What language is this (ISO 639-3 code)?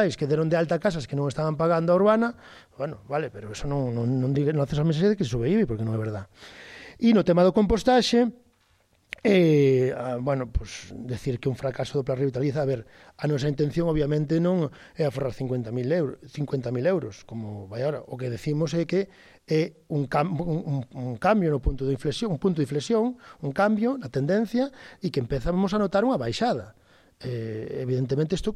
glg